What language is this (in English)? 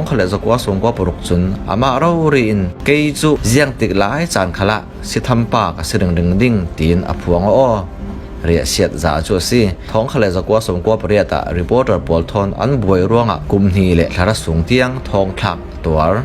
Falam Chin